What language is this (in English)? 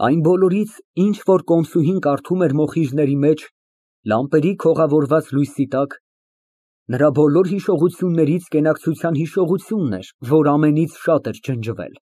Armenian